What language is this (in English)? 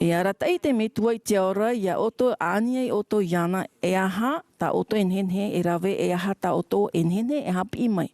Tahitian